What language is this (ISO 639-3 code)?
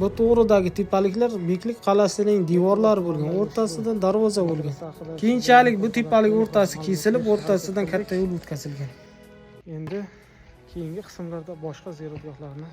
uzb